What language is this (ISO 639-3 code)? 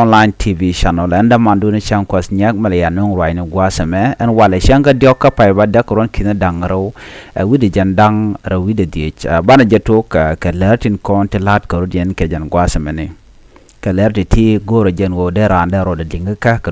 nus